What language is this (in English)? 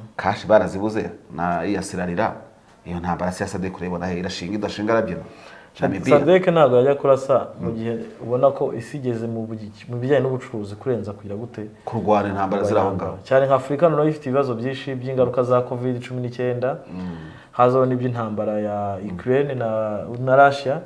Kinyarwanda